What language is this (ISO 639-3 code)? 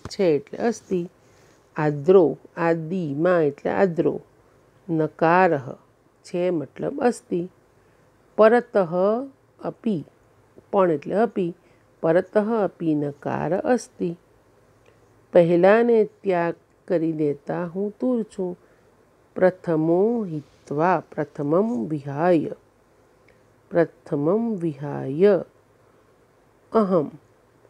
guj